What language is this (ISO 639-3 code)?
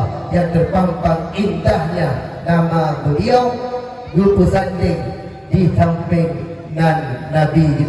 ace